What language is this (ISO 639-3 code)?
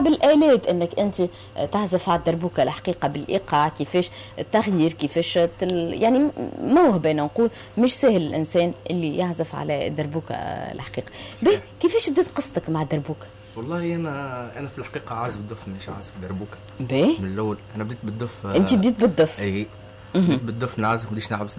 aeb